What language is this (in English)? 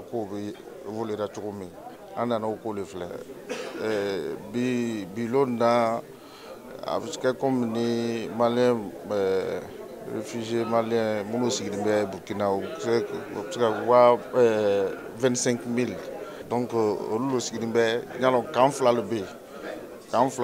Bambara